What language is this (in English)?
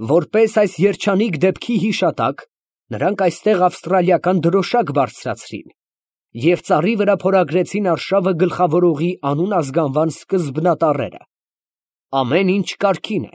Armenian